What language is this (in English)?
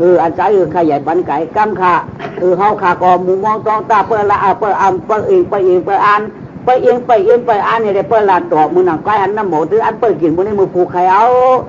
Shan